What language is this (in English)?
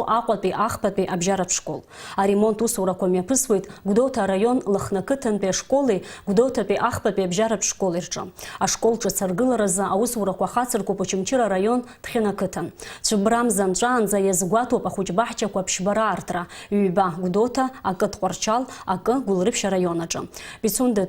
Abkhazian